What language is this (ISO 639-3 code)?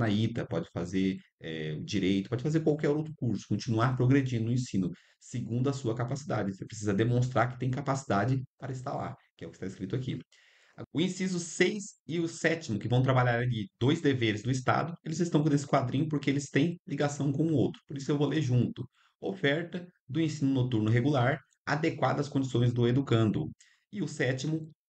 por